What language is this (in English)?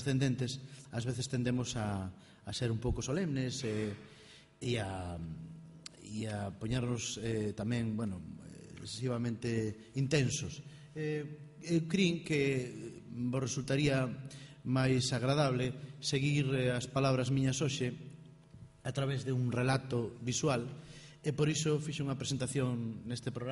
Galician